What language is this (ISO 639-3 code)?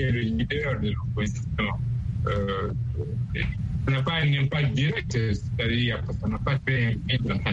fra